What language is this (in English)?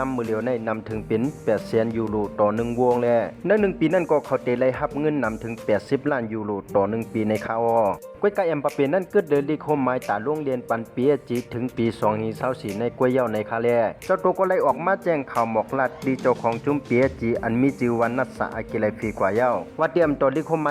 Shan